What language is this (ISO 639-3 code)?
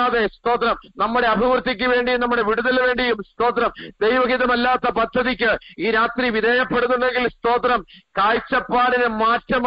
mal